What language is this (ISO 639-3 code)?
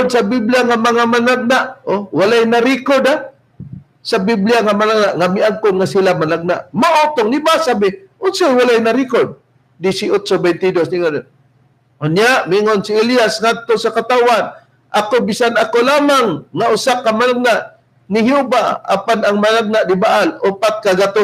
ceb